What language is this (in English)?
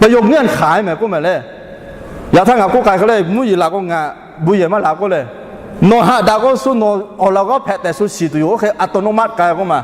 Lahu